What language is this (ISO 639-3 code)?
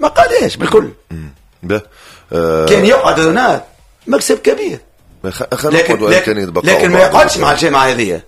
aeb